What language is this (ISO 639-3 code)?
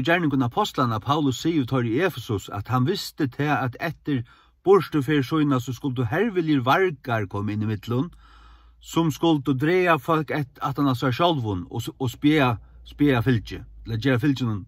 fao